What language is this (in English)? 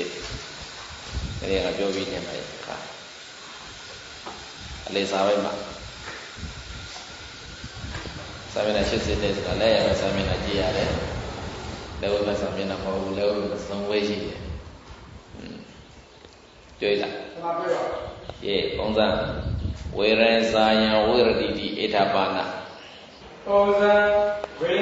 Burmese